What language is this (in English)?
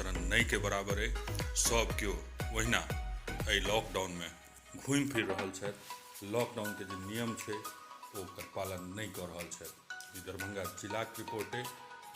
Maithili